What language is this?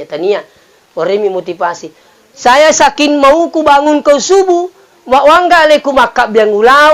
Buginese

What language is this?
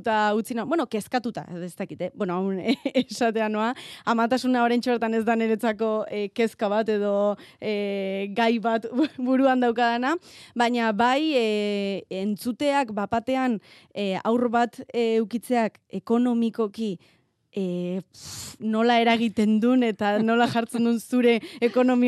Basque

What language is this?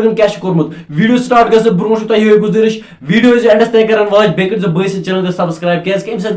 Kashmiri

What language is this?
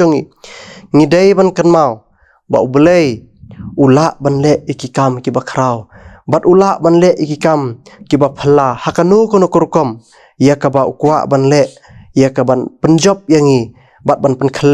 Khasi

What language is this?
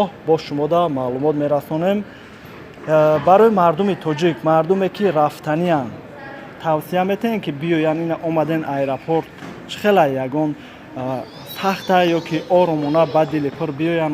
Tajik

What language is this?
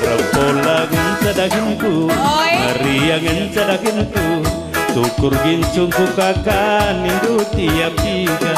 Batak Karo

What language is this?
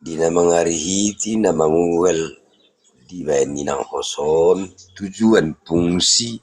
Batak Toba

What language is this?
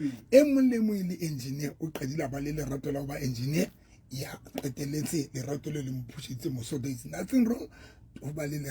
Southern Sotho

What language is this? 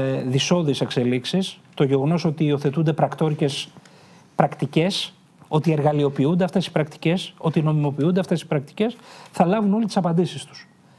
Greek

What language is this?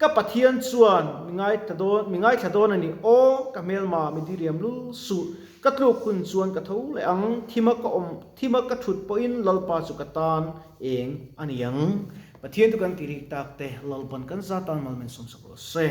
Mizo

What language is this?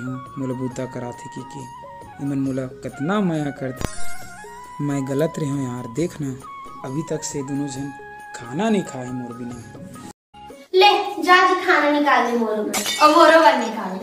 Chhattisgarhi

